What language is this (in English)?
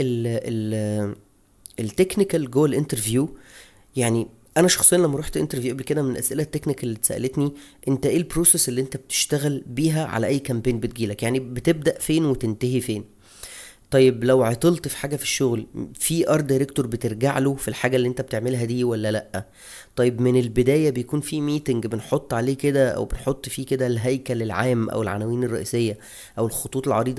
Egyptian Arabic